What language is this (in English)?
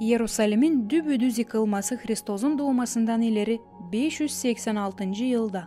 Gagauz